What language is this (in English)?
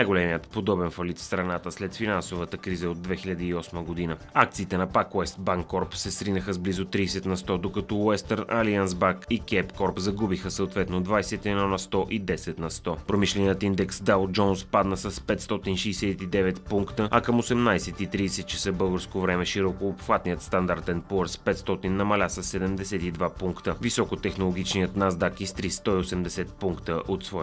Bulgarian